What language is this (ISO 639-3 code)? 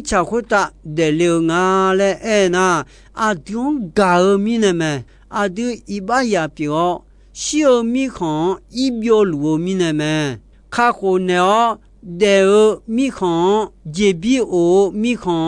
ahk